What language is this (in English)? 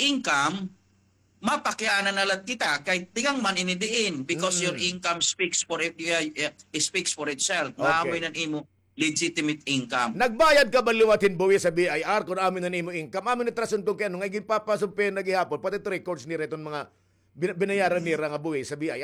Waray